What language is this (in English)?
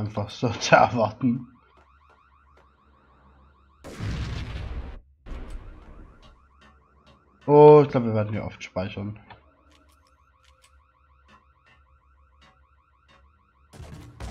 German